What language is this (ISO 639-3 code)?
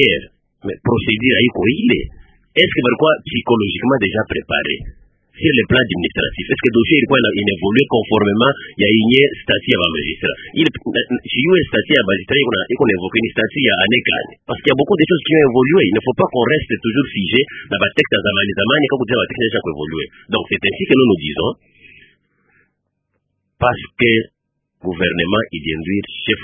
swa